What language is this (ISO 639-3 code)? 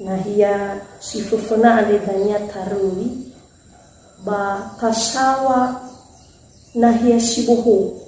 nia